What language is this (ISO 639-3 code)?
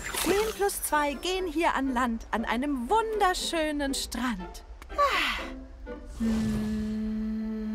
deu